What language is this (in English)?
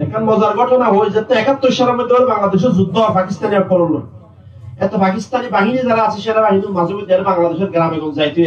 Rohingya